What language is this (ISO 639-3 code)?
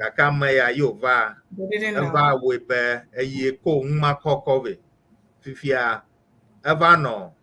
ewe